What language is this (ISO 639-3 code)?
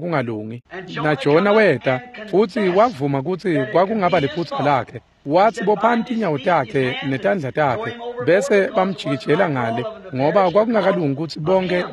ssw